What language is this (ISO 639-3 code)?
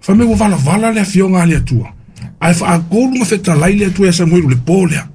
smo